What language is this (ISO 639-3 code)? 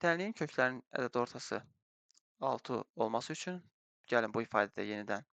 aze